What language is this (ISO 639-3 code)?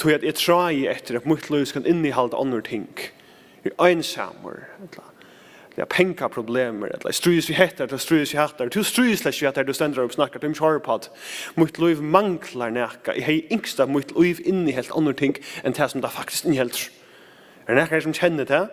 fao